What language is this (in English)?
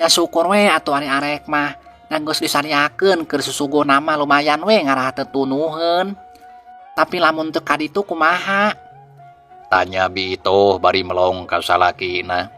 Sundanese